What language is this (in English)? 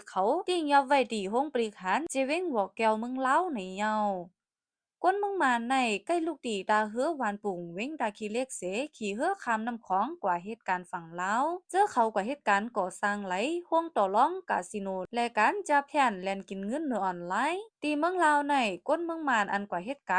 Shan